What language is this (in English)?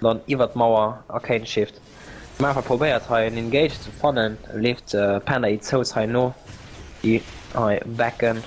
Luxembourgish